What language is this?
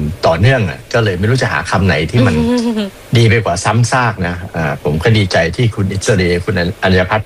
Thai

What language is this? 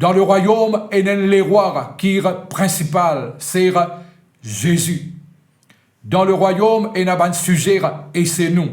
Morisyen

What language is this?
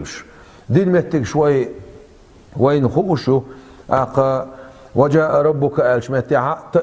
Chechen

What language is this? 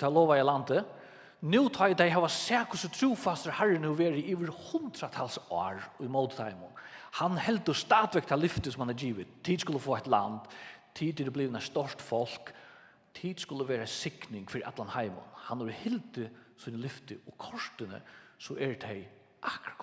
Faroese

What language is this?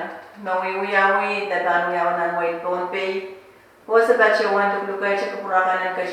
Pohnpeian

